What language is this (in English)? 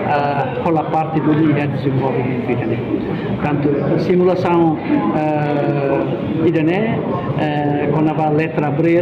Tetum